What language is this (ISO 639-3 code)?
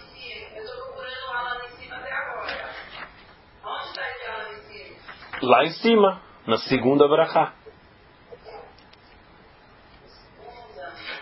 por